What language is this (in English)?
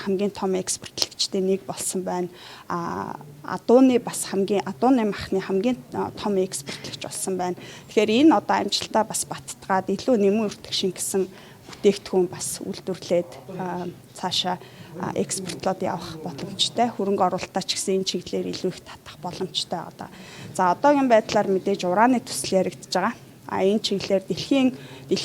Mongolian